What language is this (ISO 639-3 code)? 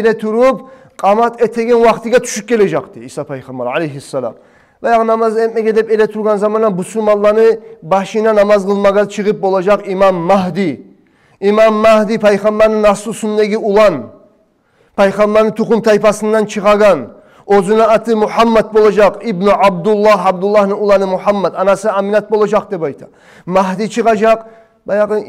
kum